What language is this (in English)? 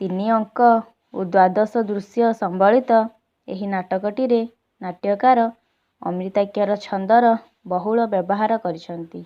Odia